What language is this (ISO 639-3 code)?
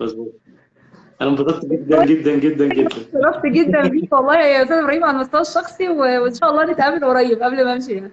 arz